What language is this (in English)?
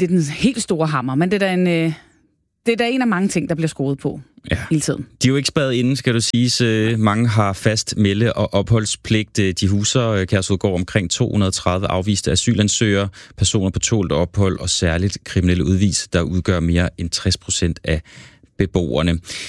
Danish